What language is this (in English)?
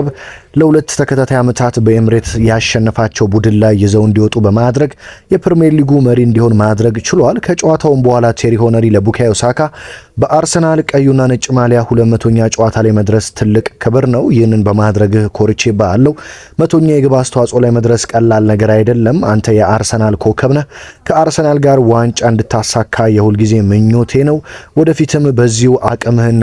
Amharic